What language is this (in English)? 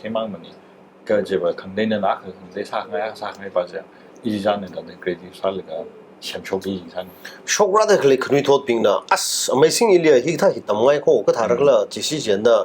Tangkhul Naga (India)